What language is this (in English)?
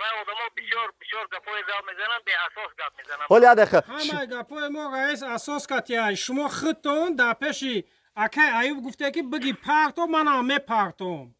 Tajik